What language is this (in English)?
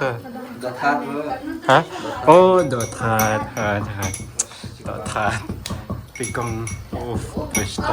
Khasi